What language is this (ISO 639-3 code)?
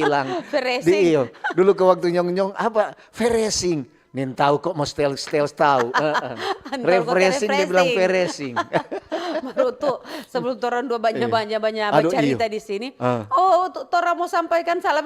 xmm